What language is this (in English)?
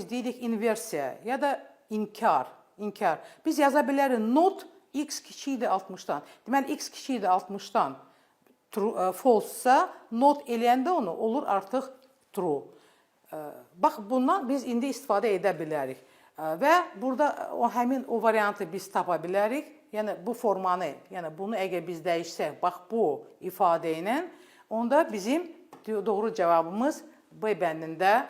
Azerbaijani